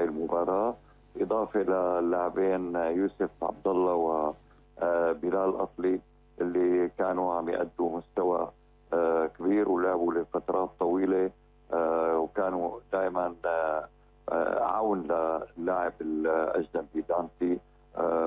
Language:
North Levantine Arabic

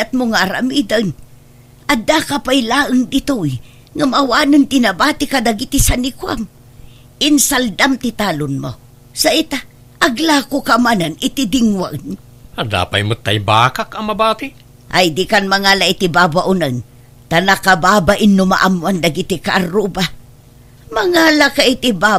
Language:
Iloko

